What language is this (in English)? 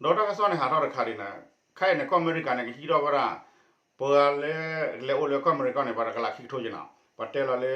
S'gaw Karen